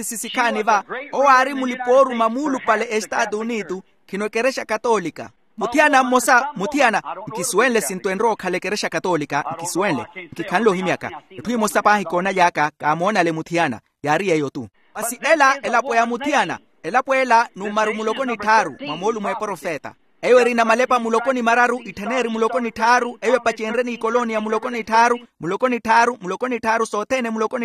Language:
Makhuwa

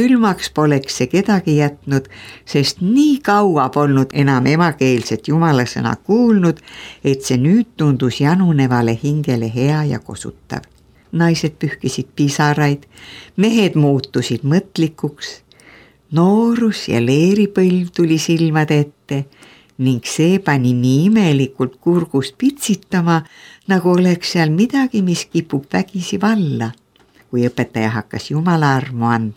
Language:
Estonian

